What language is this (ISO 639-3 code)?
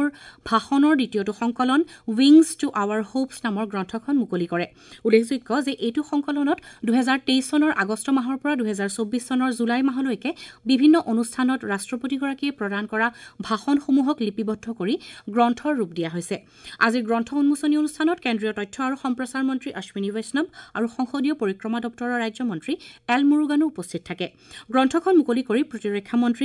asm